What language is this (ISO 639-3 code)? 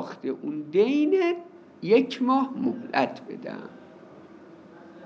fas